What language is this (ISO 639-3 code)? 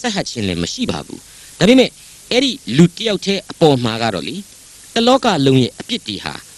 mya